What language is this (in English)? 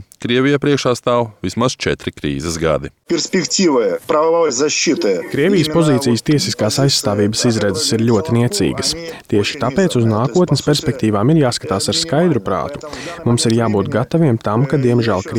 Latvian